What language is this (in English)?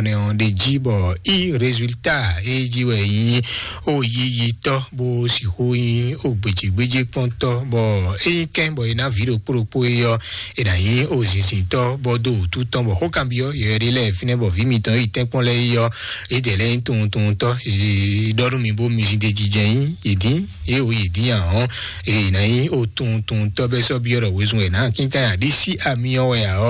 Fon